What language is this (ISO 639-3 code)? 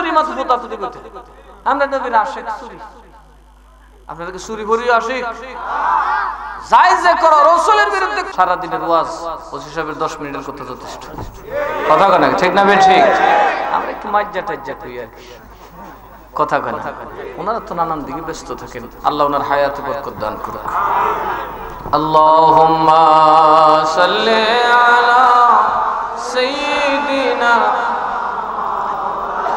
ben